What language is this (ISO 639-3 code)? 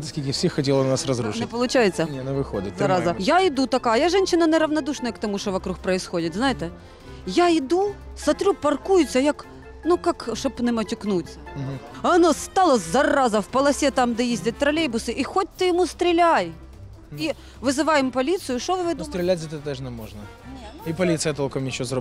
ukr